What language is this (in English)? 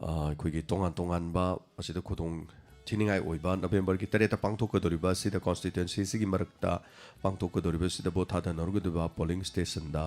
Manipuri